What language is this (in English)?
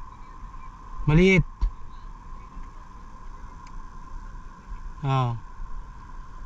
Filipino